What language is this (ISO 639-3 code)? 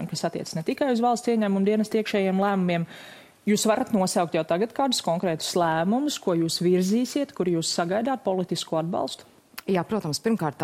lav